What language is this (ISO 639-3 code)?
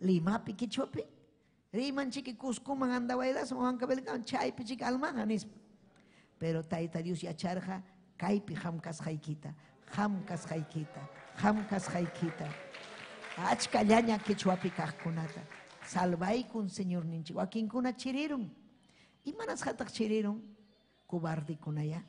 quy